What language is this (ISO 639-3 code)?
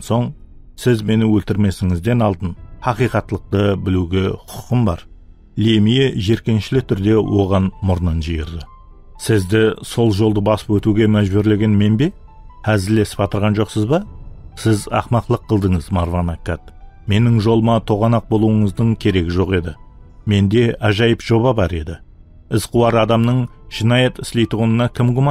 kaa